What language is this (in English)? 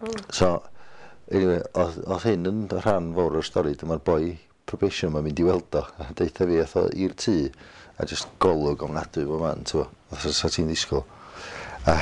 Welsh